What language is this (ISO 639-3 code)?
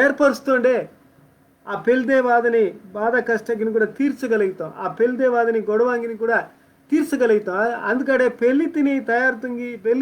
kff